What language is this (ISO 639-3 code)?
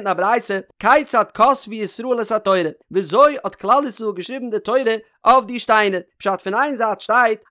yid